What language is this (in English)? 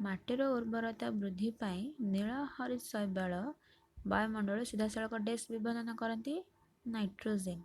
Odia